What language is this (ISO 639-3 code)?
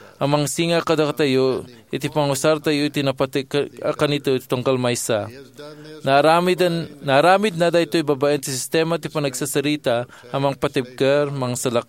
ilo